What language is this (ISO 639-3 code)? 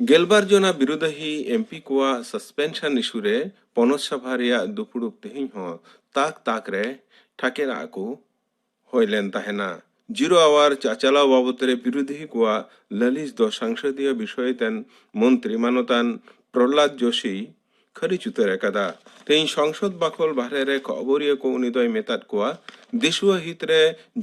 sat